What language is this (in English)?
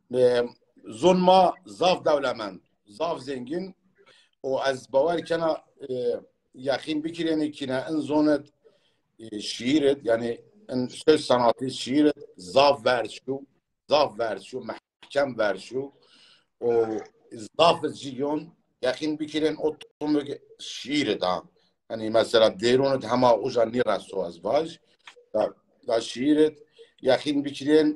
Zaza